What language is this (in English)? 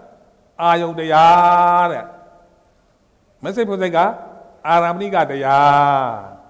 Burmese